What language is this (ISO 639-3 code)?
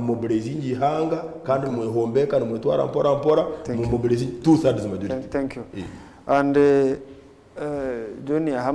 nyn